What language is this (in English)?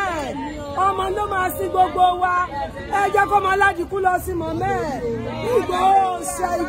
Yoruba